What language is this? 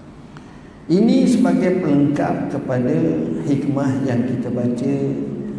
Malay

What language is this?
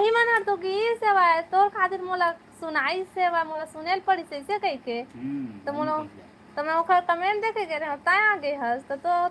Chhattisgarhi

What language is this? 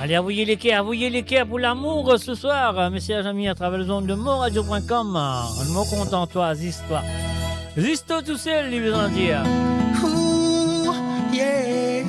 Morisyen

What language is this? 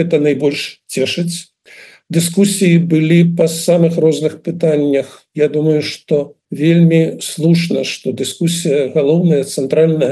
Belarusian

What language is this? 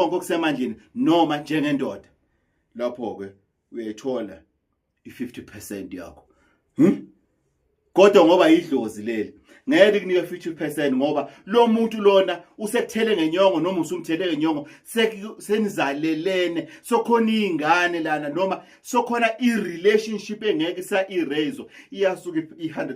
Zulu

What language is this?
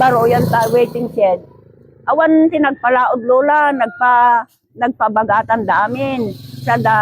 Iloko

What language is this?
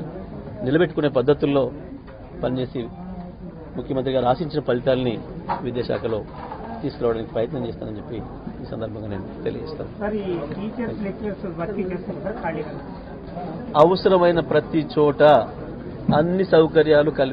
Telugu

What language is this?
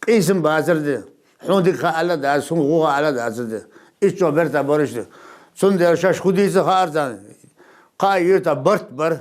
Ingush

